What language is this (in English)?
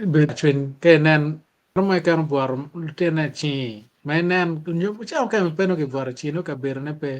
Acoli